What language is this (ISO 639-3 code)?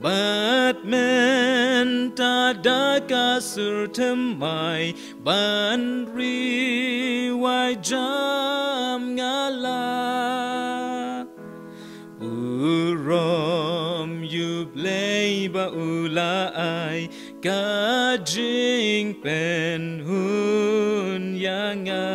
kha